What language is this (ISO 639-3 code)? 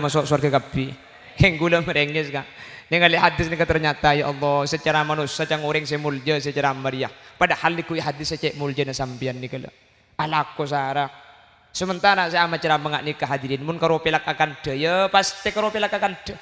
mad